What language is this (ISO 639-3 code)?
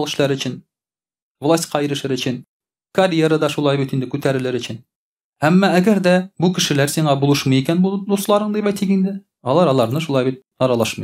tat